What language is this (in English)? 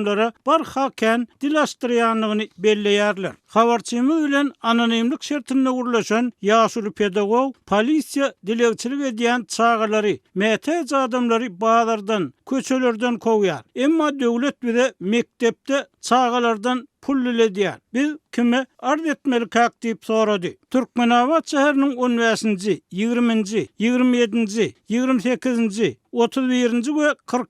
Turkmen